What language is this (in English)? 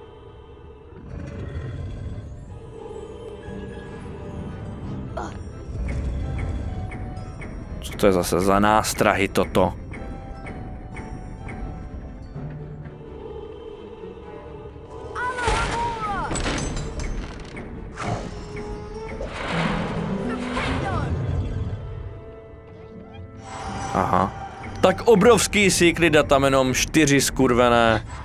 Czech